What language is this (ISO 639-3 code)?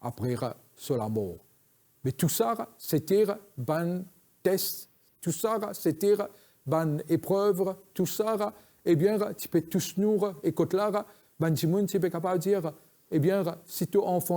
mfe